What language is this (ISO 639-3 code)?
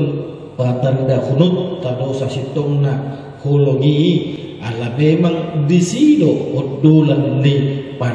bbc